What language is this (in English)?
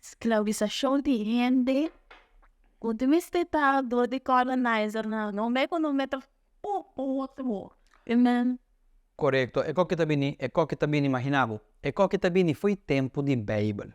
Papiamento